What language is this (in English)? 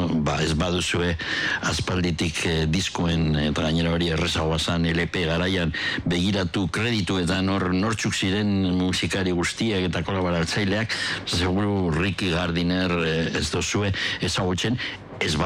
Basque